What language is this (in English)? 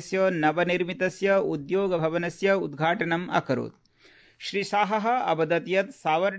Sanskrit